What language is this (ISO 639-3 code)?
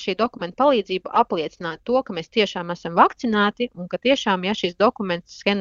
lav